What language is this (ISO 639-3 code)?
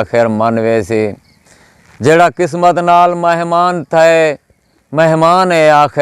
skr